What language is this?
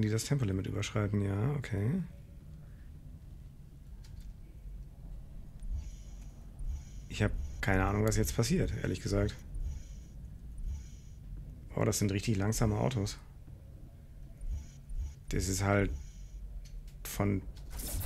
German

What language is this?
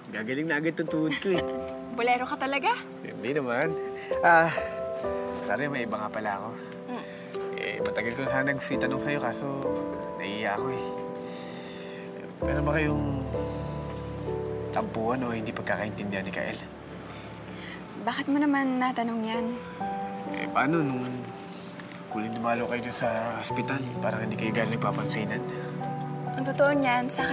Filipino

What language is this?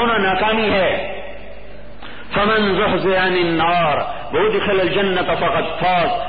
Urdu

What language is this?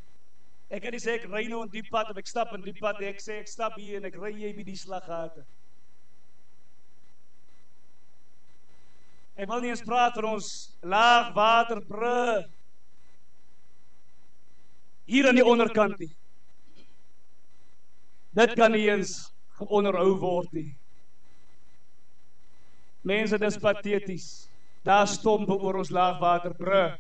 Afrikaans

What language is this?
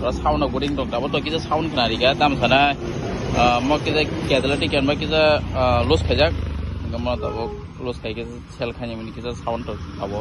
Kok Borok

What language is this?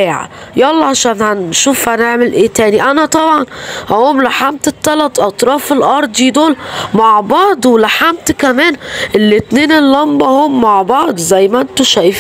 Egyptian Arabic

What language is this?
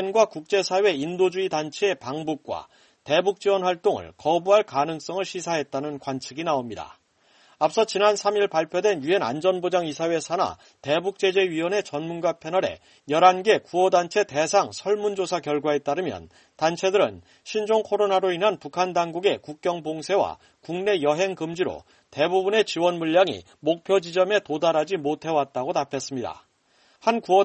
Korean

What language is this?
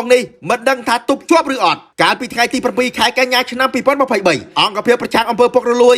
Khmer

